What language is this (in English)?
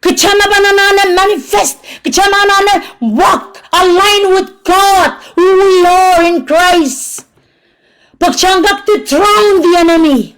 Pohnpeian